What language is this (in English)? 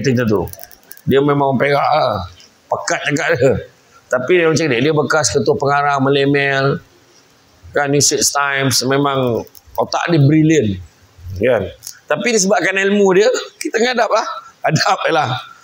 Malay